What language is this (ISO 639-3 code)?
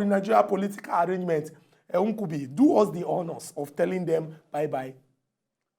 pcm